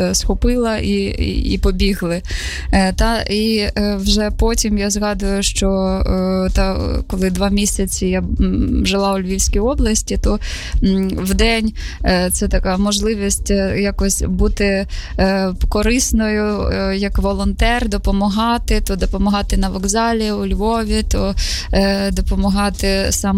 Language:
Ukrainian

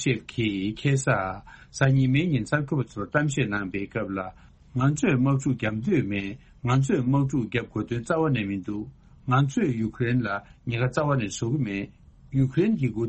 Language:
Tibetan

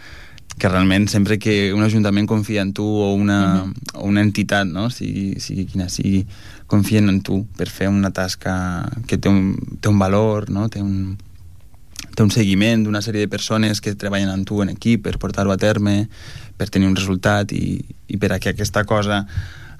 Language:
Catalan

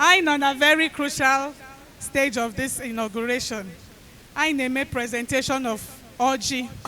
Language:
Igbo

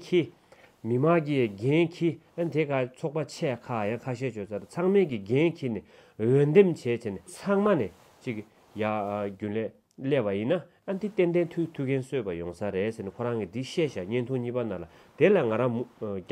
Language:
Tibetan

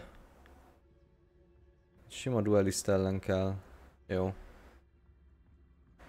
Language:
Hungarian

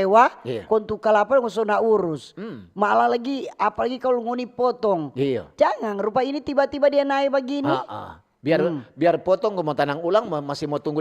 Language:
Manado Malay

